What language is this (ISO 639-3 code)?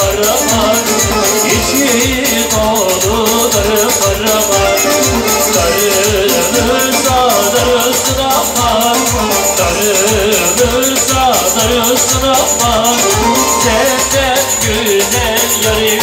tur